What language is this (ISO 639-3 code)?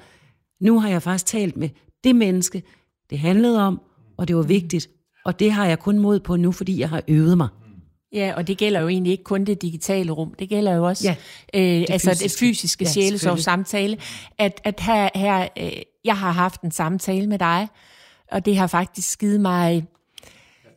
dan